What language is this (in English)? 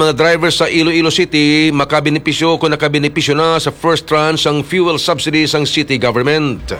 Hiligaynon